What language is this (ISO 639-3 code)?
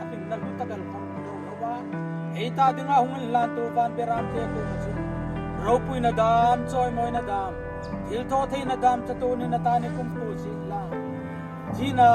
hmr